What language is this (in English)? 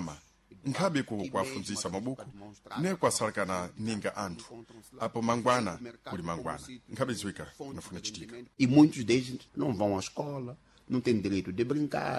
Sena